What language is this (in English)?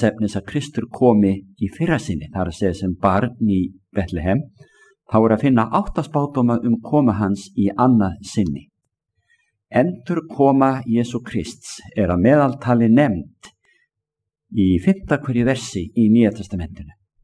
Icelandic